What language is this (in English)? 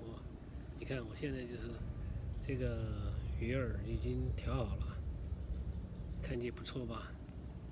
Chinese